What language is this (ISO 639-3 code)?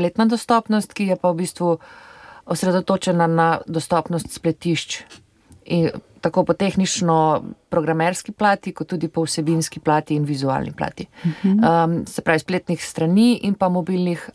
slv